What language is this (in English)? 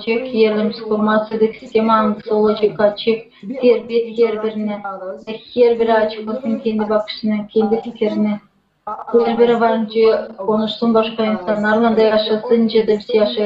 Gagauz